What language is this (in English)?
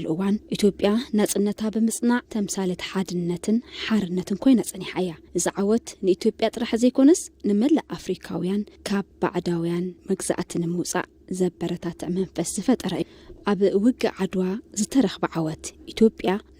Tigrinya